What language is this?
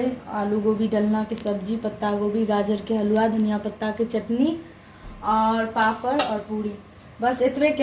Maithili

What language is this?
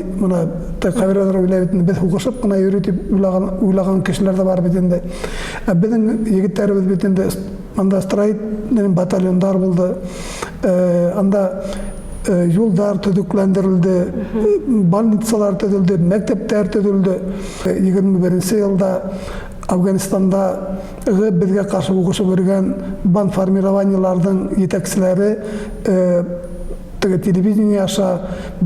Bashkir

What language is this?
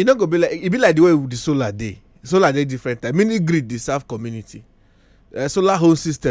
Nigerian Pidgin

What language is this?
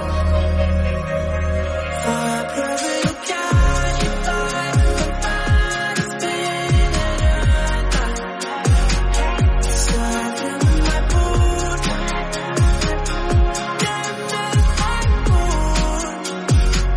Norwegian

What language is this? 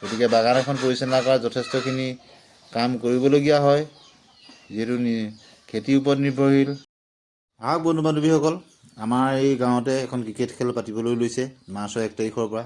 Assamese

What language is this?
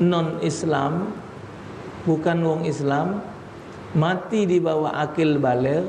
Musi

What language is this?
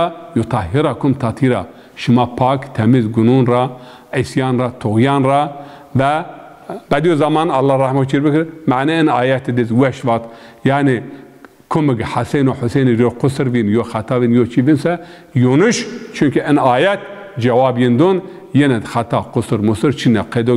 Zaza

